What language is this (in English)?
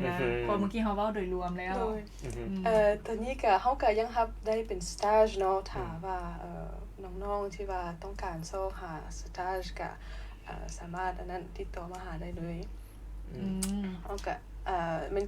Lao